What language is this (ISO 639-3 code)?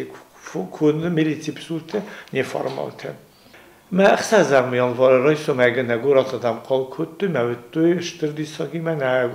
oss